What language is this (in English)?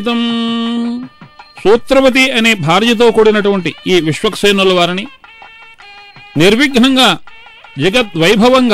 Telugu